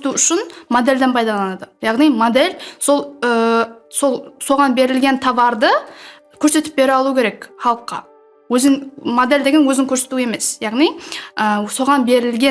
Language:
Kara-Kalpak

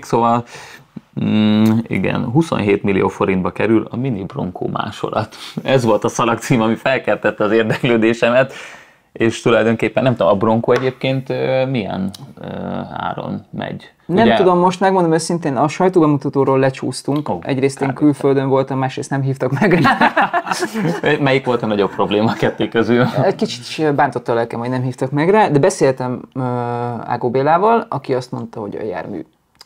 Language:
Hungarian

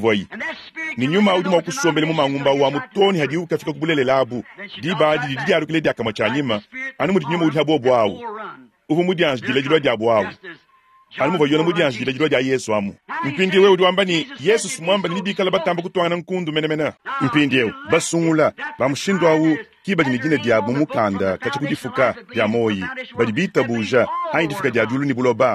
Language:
Luba-Lulua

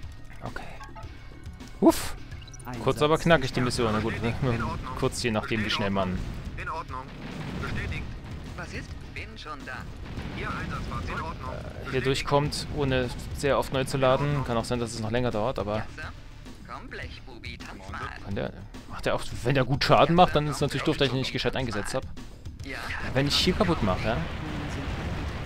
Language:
German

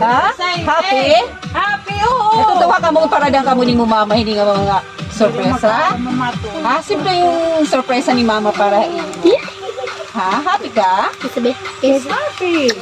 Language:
Waray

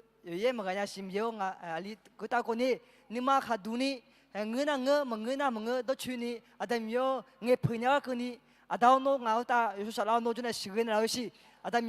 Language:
Akha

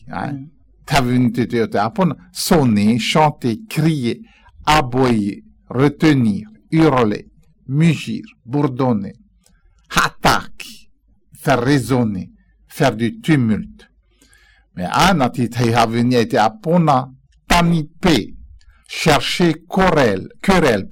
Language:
Galician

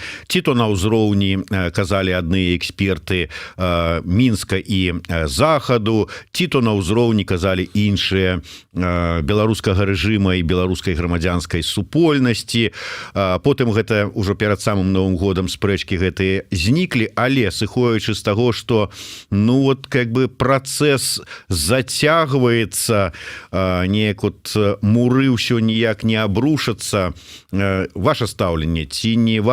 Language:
Belarusian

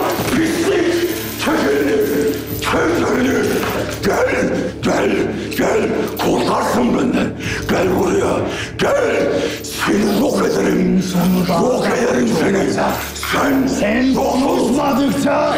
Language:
Turkish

